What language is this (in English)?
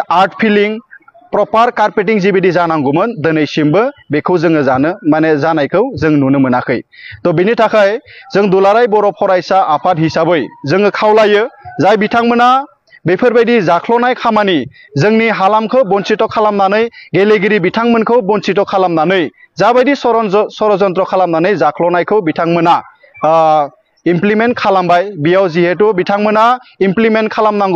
Bodo